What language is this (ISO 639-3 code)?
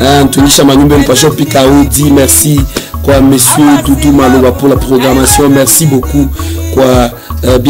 swa